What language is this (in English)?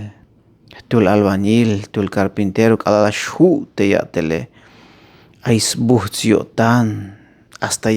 Tzeltal